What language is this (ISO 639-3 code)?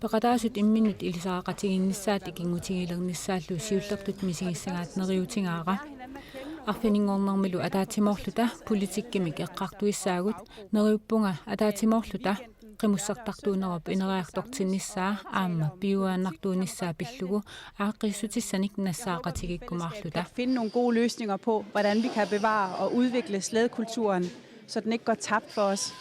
kal